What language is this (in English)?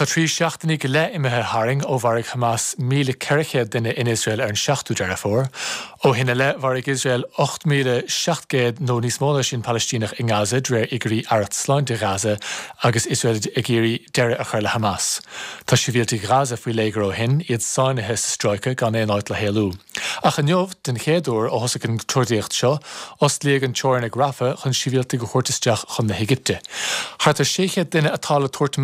Irish